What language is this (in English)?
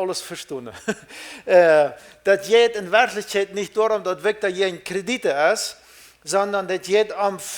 Plautdietsch